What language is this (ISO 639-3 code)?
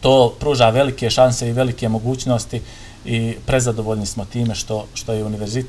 bos